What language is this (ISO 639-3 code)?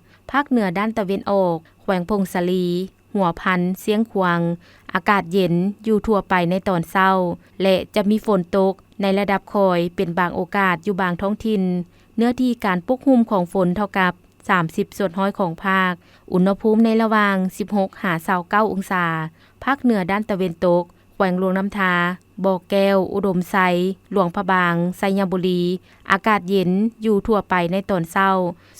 lao